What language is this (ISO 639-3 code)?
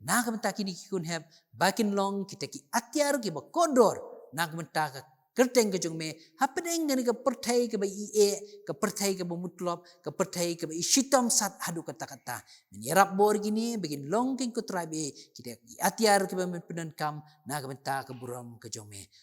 kha